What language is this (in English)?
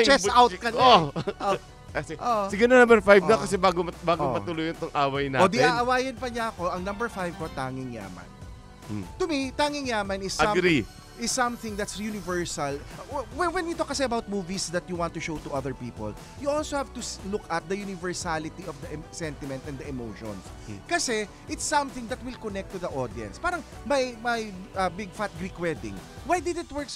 Filipino